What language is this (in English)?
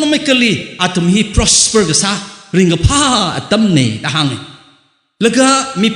Tangkhul Naga (India)